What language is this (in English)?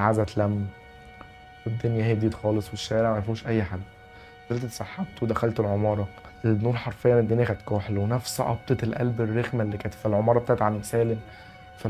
Egyptian Arabic